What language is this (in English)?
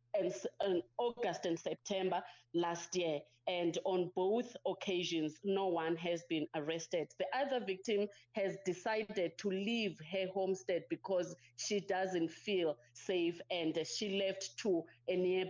English